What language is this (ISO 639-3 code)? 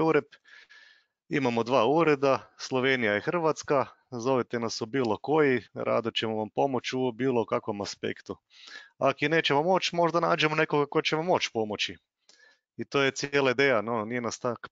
hrv